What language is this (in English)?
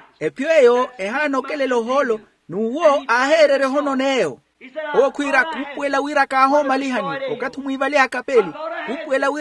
Makhuwa